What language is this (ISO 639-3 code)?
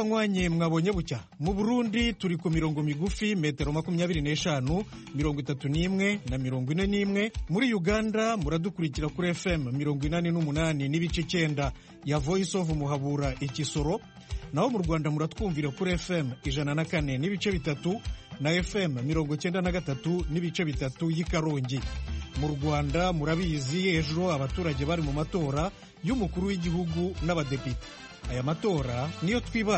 kin